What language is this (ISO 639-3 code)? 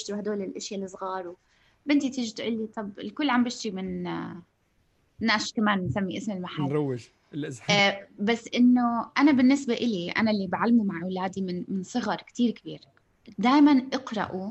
apc